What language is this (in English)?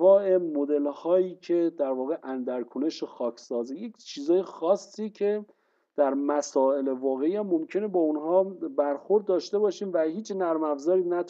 Persian